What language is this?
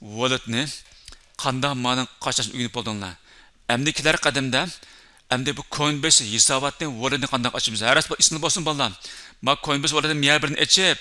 Uyghur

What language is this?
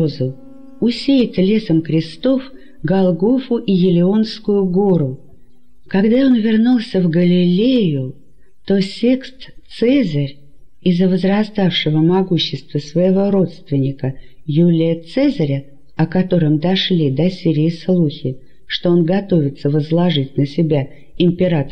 Russian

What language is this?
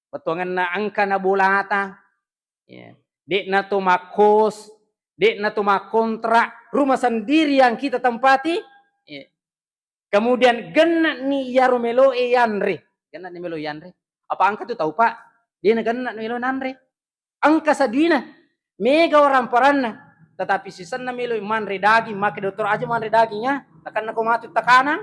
Buginese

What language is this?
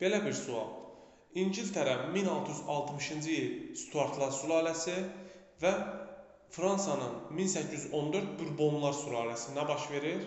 Azerbaijani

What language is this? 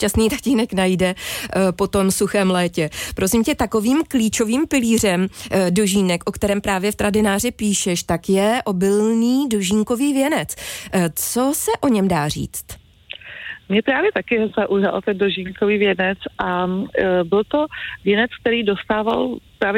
Czech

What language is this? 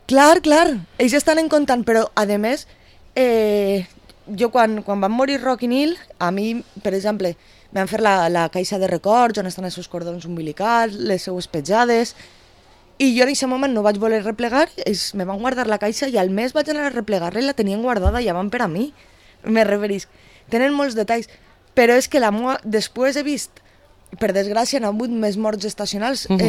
Catalan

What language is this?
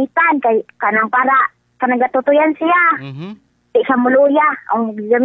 Cebuano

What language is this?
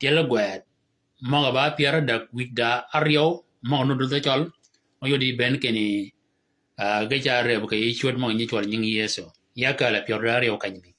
Shilluk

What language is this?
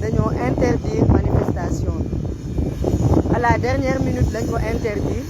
Wolof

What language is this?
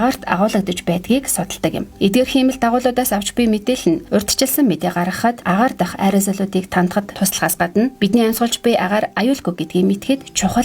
Mongolian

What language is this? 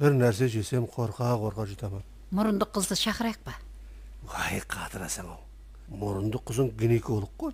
Kara-Kalpak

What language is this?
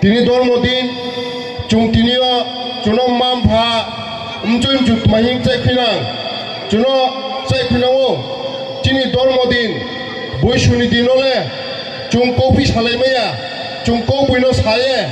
Riang (India)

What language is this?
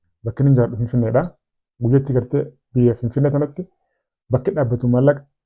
Oromo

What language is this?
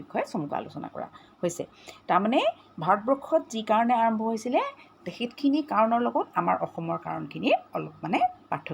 Assamese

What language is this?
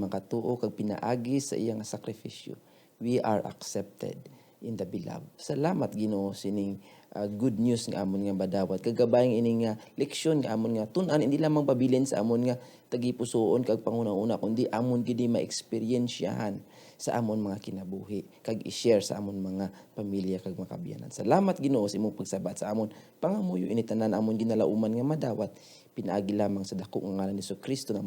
Hiligaynon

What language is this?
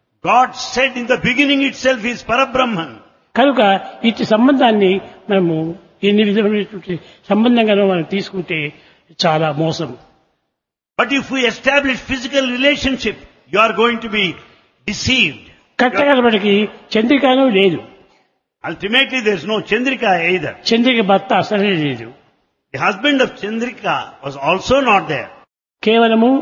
Telugu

